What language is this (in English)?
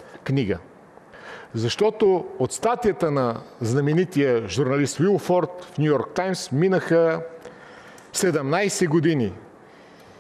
Bulgarian